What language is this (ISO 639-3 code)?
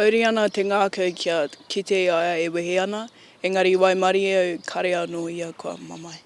mri